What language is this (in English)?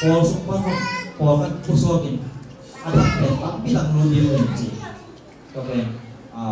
Tedim Chin